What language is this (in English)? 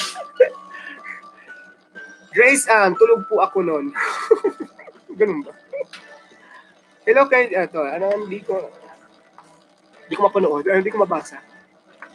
Filipino